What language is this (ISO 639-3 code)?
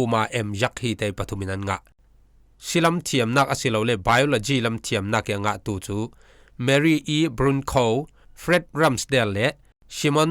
cfm